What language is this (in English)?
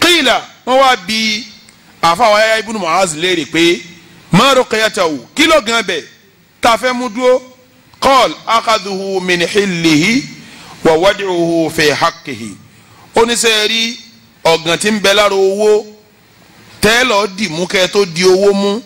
Yoruba